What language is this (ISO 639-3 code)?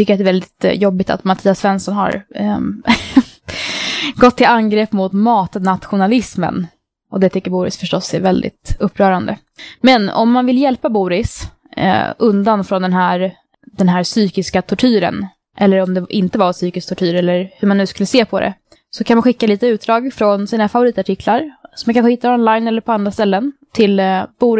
swe